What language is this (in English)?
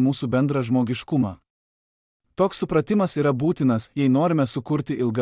Lithuanian